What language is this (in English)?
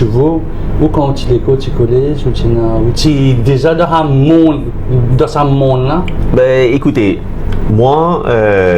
Morisyen